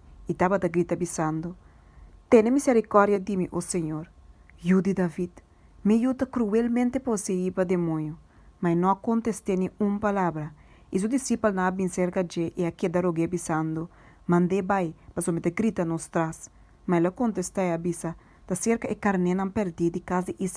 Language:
Papiamento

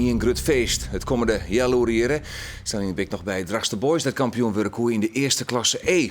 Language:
Western Frisian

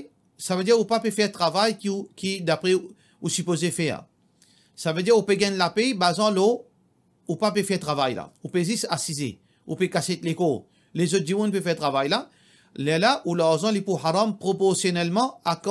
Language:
Morisyen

